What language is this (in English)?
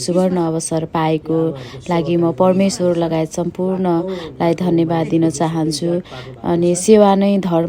Nepali